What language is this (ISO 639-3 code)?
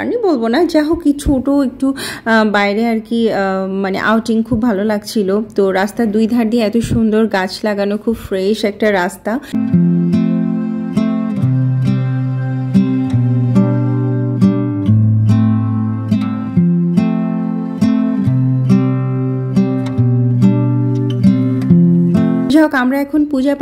ben